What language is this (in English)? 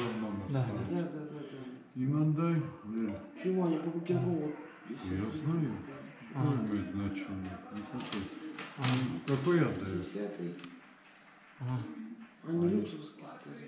Russian